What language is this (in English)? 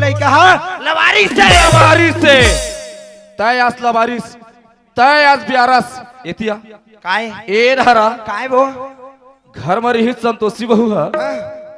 Chhattisgarhi